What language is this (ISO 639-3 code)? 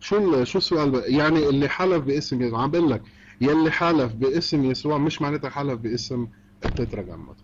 arz